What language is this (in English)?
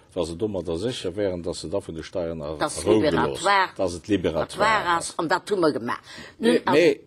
Luxembourgish